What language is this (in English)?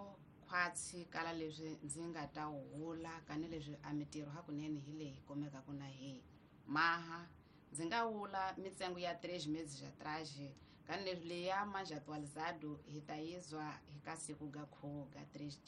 Tsonga